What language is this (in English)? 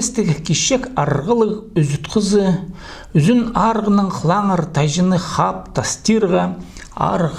Khakas